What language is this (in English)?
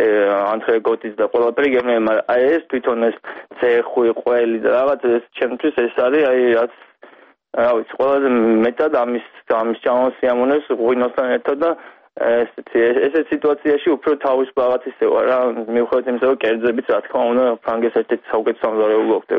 Georgian